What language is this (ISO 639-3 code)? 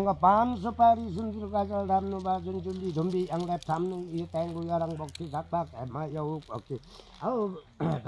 lif